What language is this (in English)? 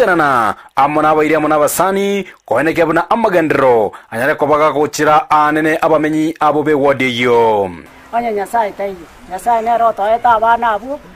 Gusii